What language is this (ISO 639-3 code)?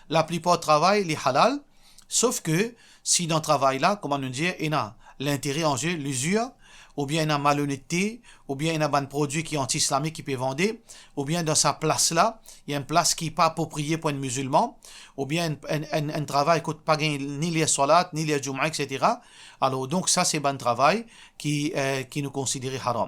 mfe